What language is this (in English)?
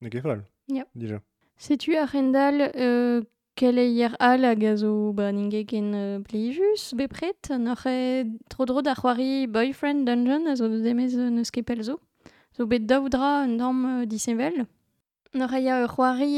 Breton